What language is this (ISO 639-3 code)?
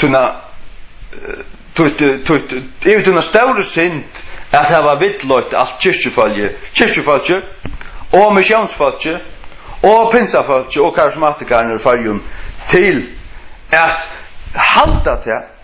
fao